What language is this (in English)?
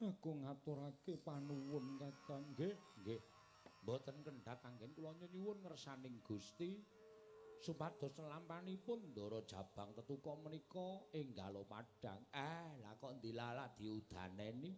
Javanese